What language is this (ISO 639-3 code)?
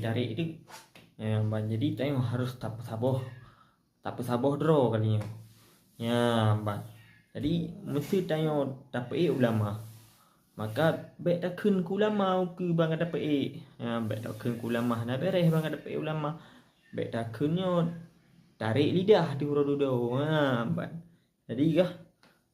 ace